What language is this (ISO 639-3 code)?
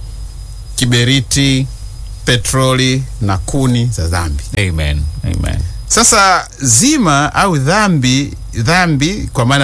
swa